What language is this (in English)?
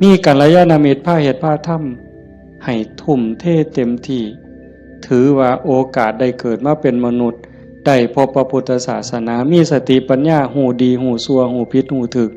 Northeastern Thai